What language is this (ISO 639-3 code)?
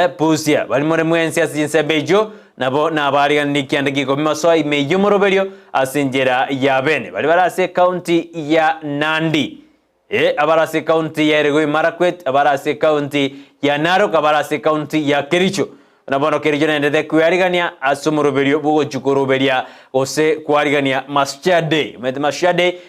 guz